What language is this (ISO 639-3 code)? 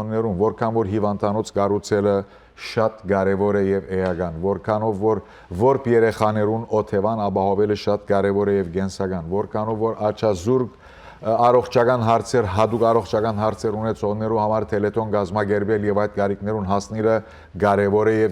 hyw